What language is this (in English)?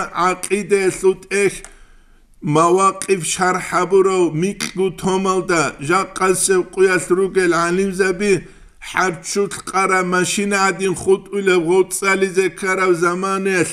Avaric